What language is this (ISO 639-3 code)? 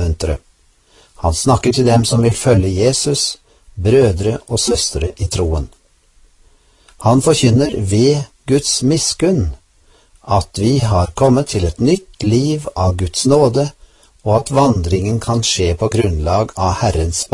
nor